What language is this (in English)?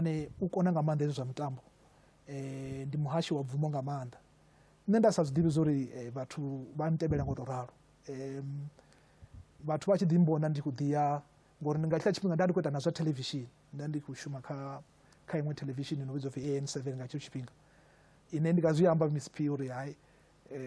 Venda